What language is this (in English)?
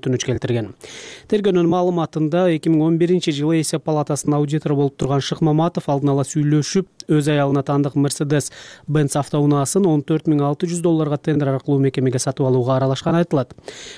Kyrgyz